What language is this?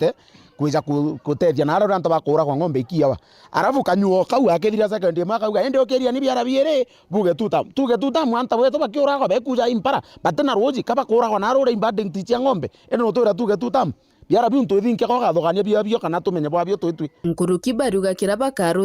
Meru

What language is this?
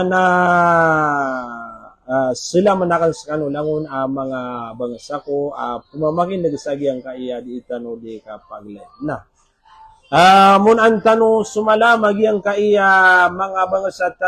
Maranao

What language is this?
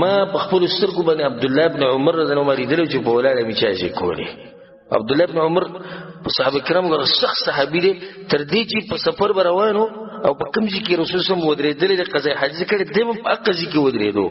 Pashto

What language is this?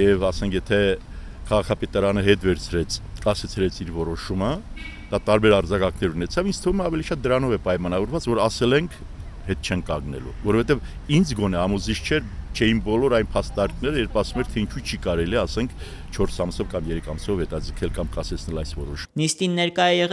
Armenian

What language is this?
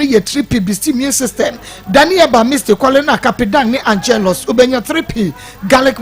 Akan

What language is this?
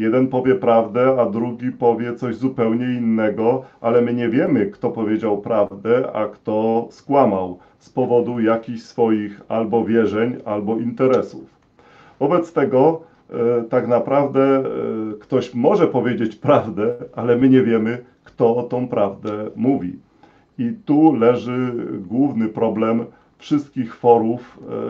Polish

